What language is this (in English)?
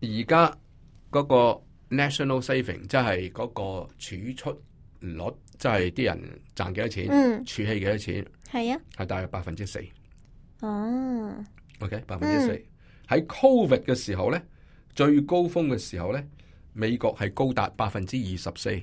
Cantonese